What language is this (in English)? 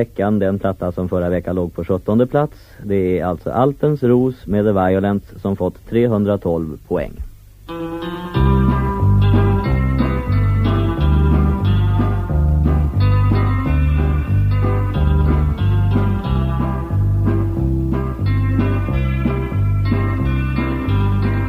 Swedish